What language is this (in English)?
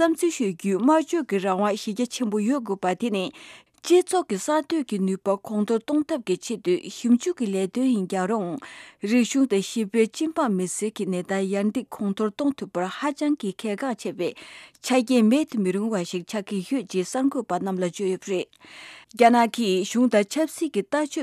Tibetan